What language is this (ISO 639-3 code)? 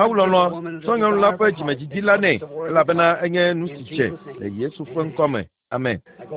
ewe